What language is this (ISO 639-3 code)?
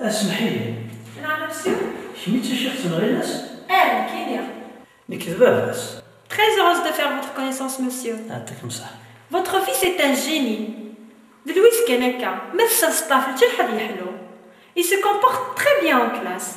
kab